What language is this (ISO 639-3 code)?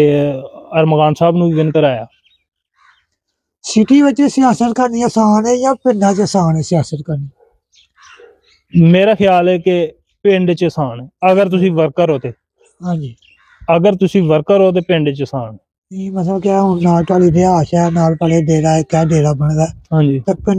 pan